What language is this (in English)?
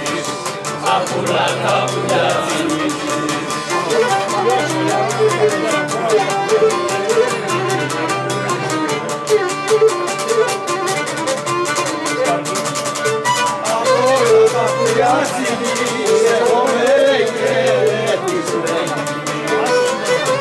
Greek